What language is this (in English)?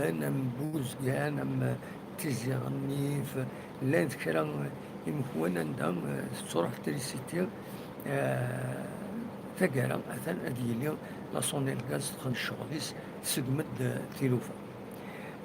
Kabyle